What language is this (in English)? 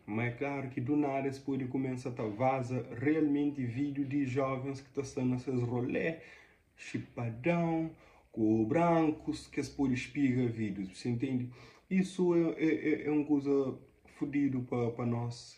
Kabuverdianu